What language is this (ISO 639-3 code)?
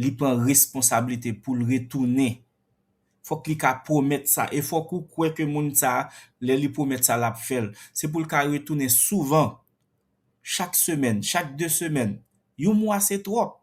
hat